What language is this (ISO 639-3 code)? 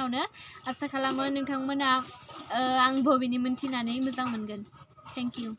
brx